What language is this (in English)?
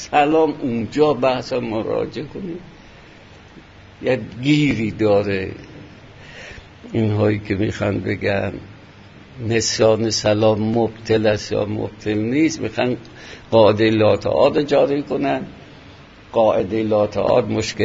Persian